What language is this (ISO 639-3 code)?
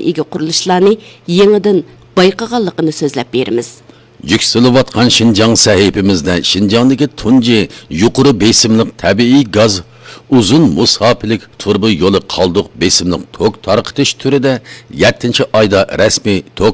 uig